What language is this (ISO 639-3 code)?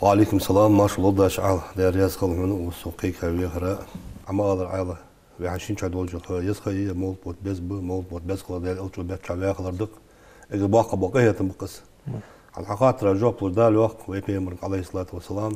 inh